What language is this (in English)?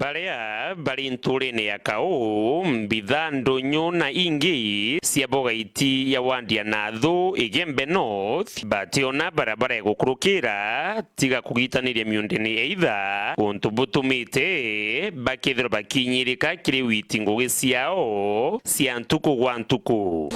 Meru